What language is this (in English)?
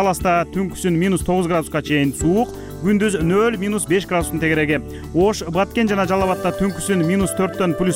Kyrgyz